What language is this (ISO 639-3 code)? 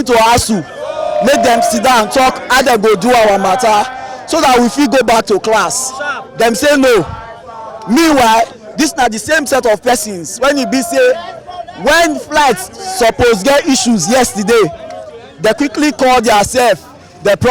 pcm